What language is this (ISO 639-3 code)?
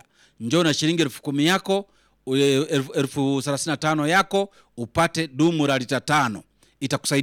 swa